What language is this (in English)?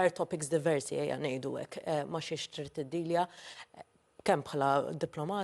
Maltese